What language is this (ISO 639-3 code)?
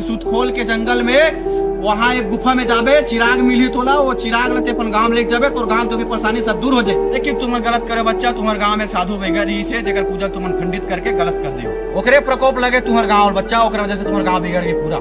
hne